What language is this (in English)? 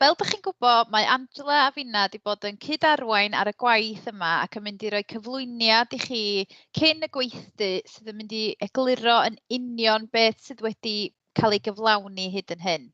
Welsh